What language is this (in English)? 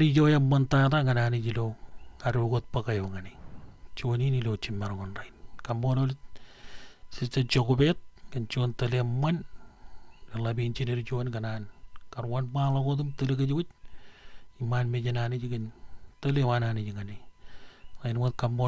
Marshallese